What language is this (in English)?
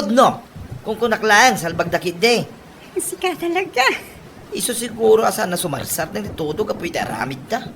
Iloko